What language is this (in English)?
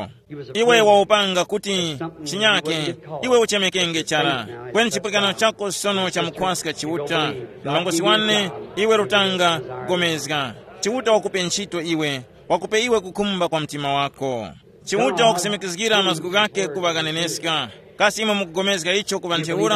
Tumbuka